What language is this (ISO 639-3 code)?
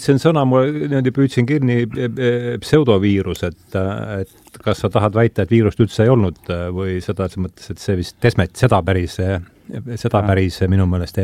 est